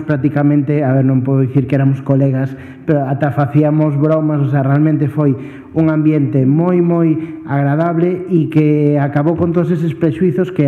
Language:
Galician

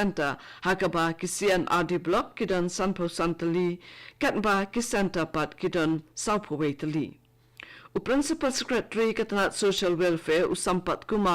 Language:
Khasi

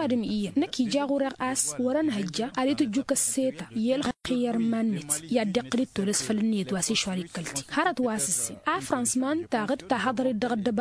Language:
Tamasheq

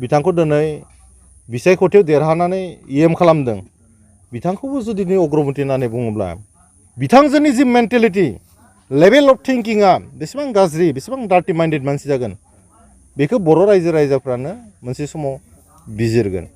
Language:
Bodo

